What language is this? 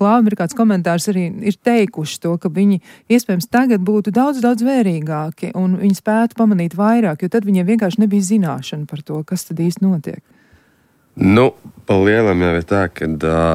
Latvian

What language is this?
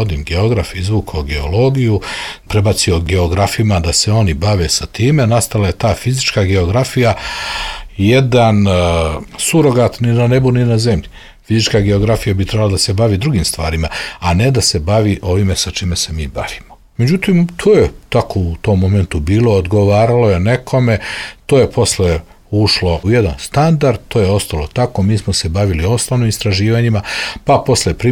Serbian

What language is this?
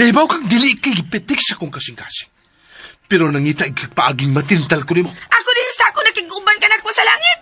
Cebuano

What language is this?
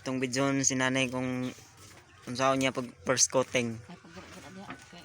Cebuano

